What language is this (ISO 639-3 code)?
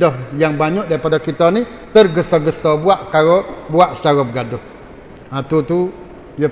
msa